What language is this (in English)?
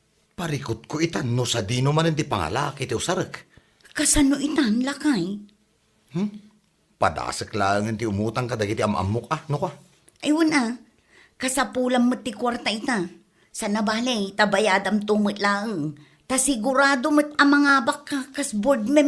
Iloko